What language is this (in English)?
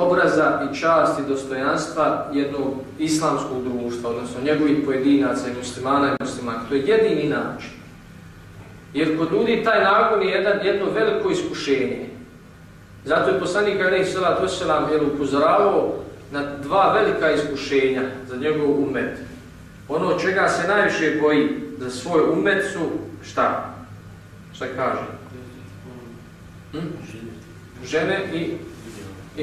Bosnian